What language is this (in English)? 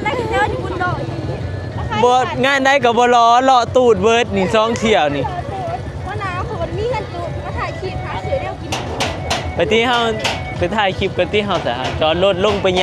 Northeastern Thai